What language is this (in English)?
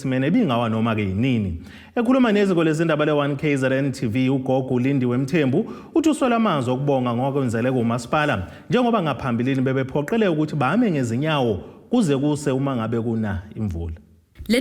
Zulu